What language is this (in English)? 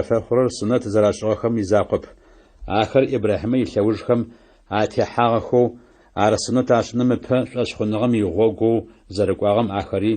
Adyghe